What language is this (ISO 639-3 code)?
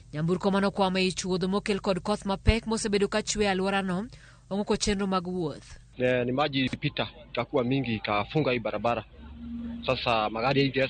luo